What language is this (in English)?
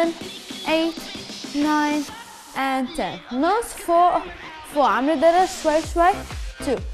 South Levantine Arabic